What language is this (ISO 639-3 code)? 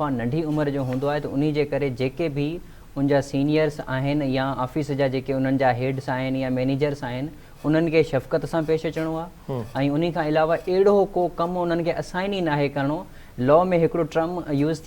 snd